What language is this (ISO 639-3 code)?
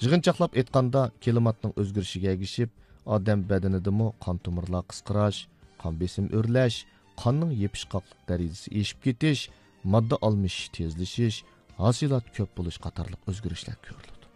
uig